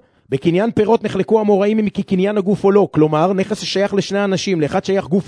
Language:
Hebrew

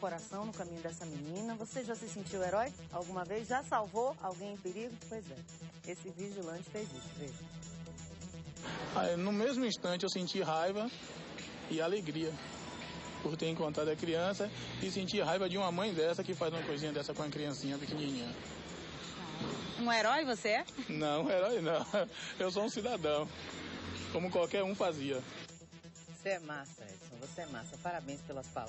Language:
Portuguese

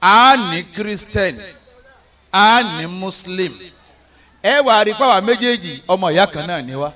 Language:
Yoruba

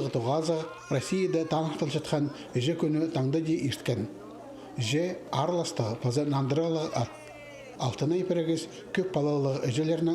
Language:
Khakas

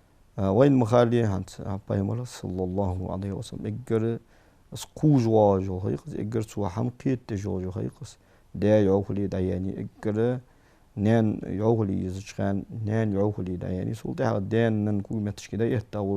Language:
Ingush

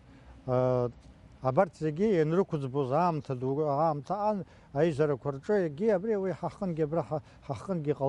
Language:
Abkhazian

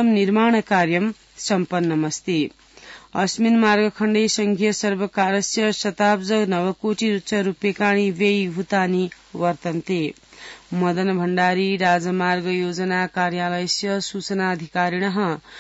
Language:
Sanskrit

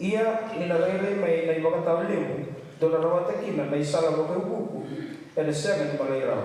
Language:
Fijian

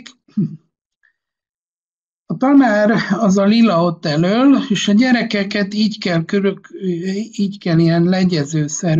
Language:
Hungarian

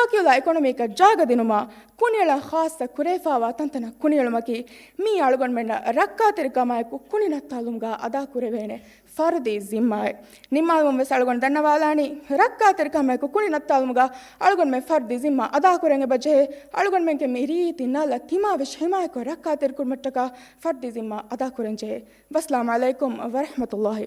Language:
Divehi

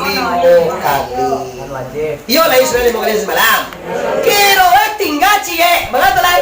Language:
Minangkabau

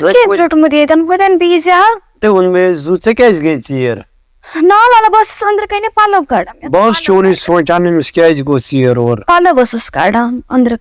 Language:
Kashmiri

